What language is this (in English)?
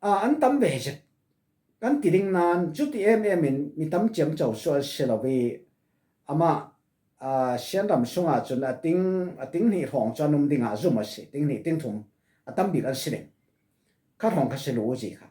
Falam Chin